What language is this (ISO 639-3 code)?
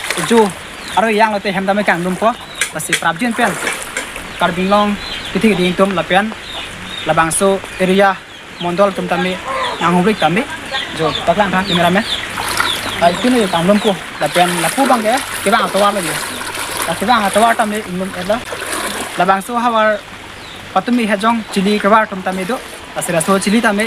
mjw